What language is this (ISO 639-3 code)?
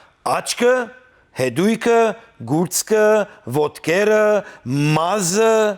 hyw